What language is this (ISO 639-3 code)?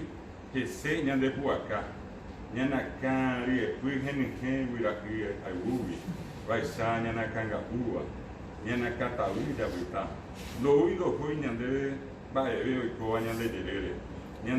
grn